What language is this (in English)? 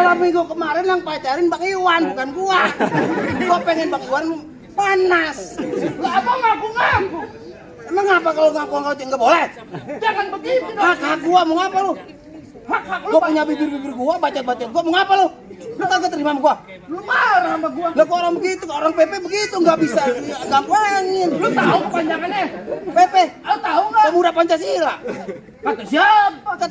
Betawi